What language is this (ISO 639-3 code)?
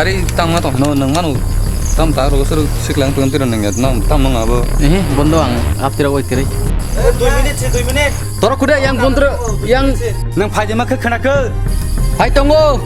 trp